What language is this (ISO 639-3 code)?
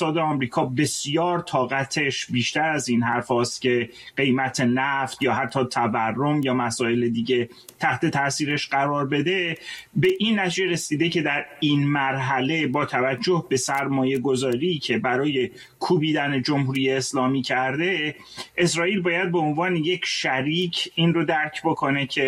fas